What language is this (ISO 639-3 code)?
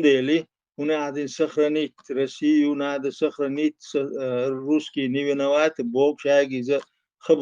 che